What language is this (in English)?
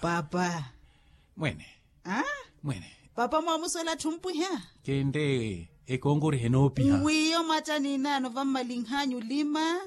Makhuwa